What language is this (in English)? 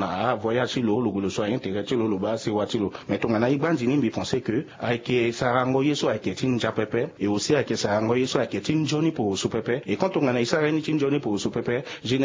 Sango